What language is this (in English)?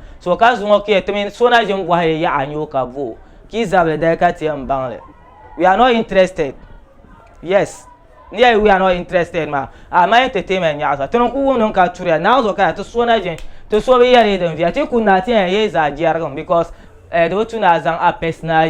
Dagbani